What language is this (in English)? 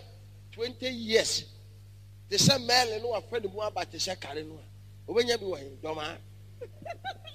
Akan